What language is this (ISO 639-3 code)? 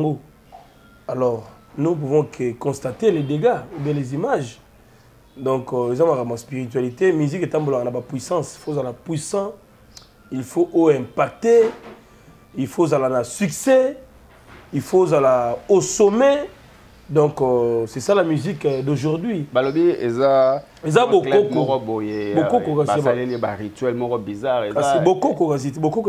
lin